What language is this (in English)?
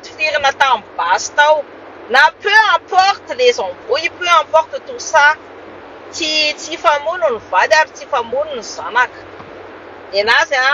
Malagasy